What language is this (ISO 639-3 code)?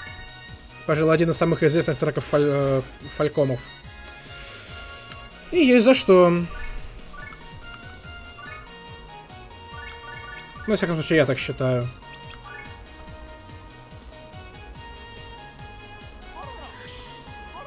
rus